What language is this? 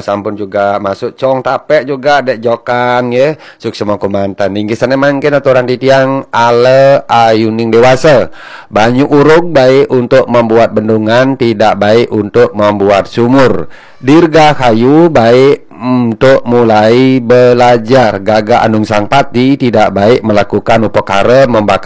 Balinese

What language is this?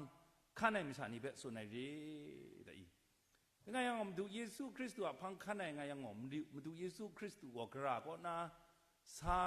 Kachin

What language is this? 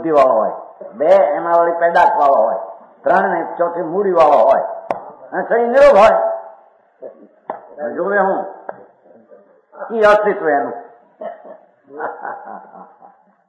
Gujarati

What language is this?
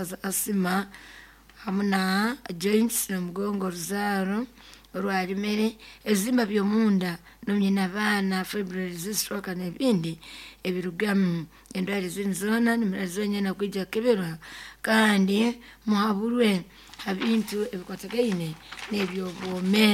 Nyoro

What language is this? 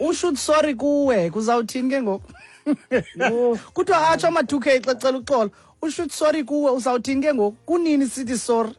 Xhosa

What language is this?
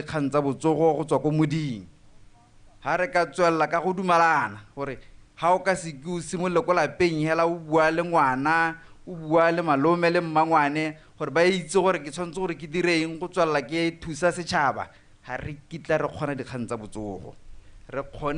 Tswana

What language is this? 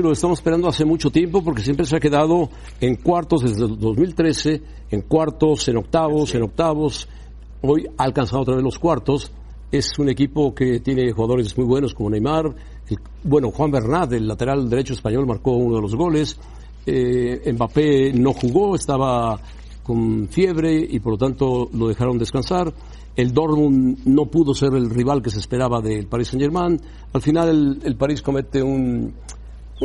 Spanish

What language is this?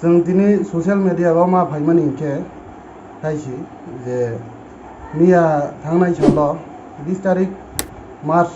Kok Borok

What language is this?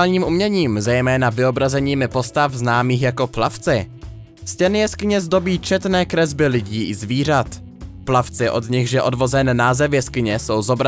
Czech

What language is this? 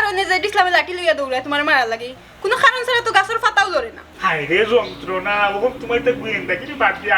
Sylheti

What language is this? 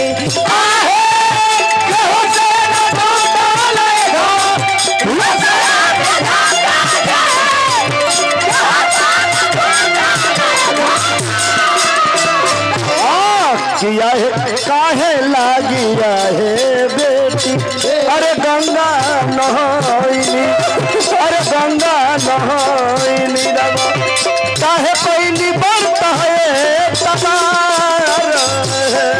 Bhojpuri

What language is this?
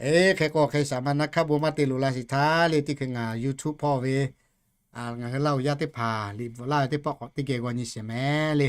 Lahu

